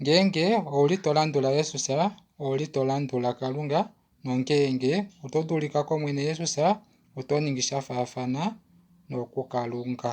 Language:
Kuanyama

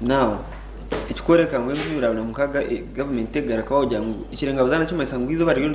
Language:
Nyankole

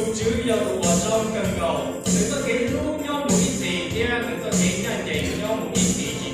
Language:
Hmong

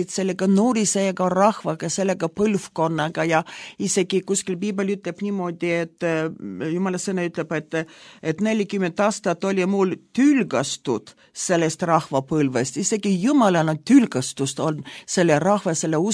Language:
Estonian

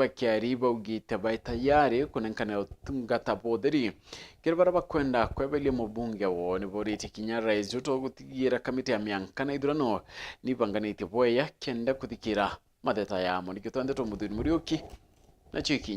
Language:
Meru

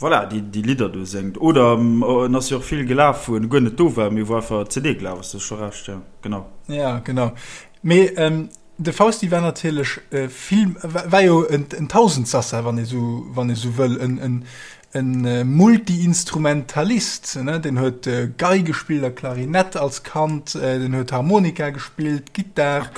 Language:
Luxembourgish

